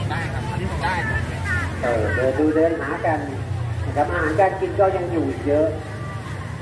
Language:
Thai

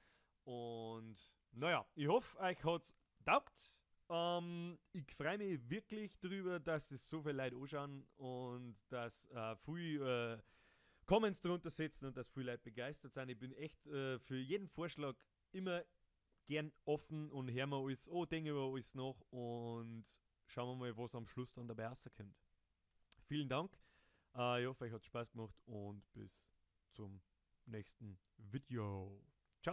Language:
Bavarian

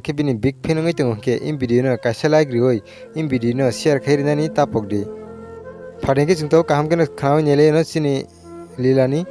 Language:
Kok Borok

